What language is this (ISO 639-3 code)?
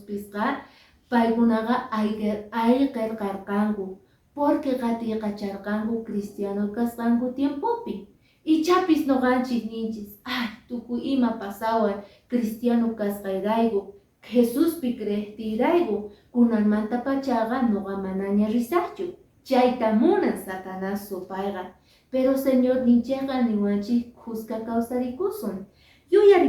que